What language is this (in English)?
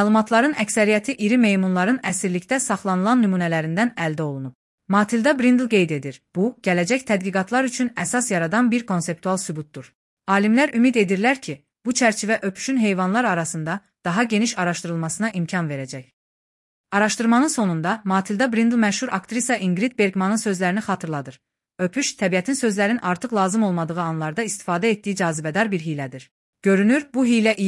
Azerbaijani